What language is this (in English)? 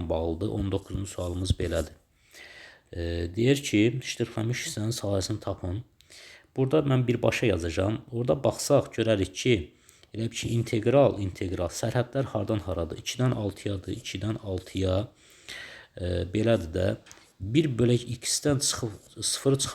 Azerbaijani